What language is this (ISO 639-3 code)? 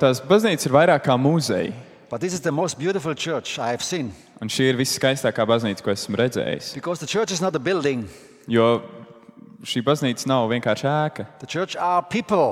lav